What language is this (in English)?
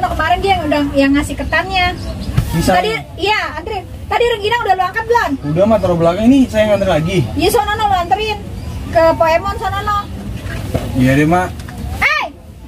Betawi